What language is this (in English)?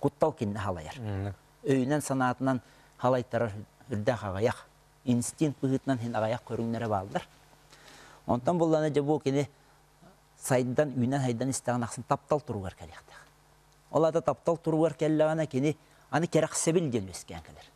Yakut